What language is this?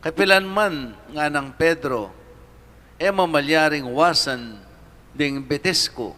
Pampanga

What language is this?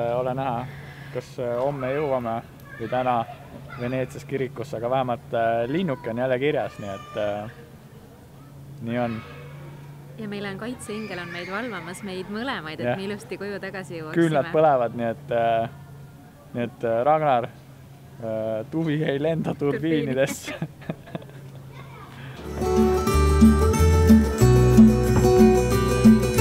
Estonian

